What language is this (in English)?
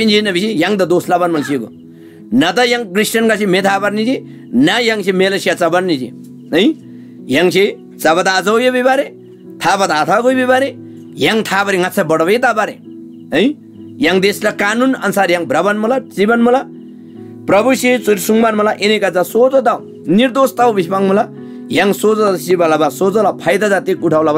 Eastern Tamang